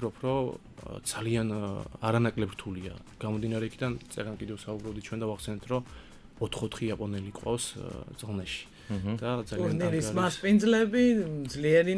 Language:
Georgian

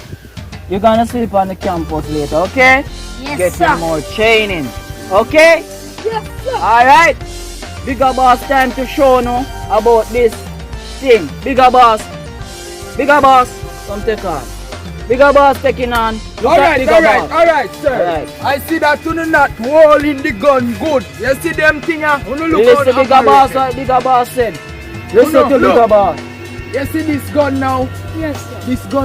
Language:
Jamaican Creole English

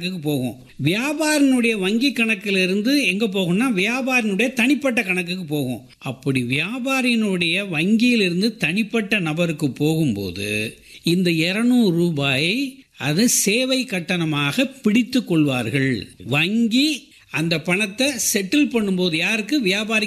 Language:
Tamil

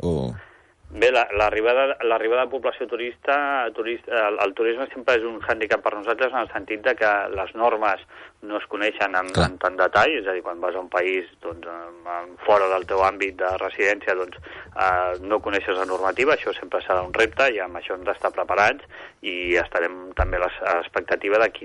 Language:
Catalan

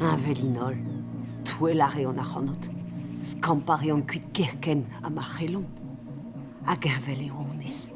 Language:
Breton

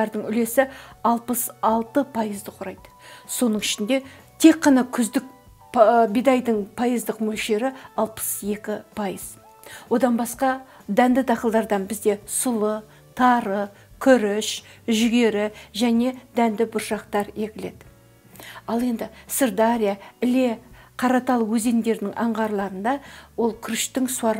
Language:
Kazakh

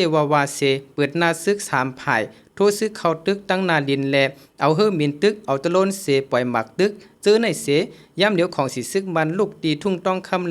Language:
Shan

